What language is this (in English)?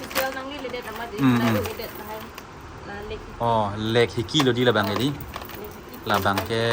Karbi